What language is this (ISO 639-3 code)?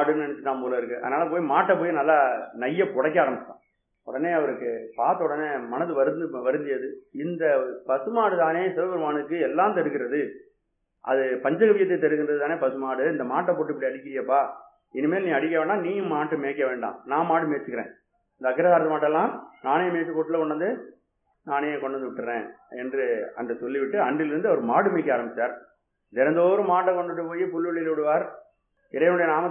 tam